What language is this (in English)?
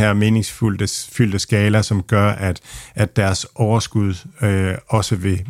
Danish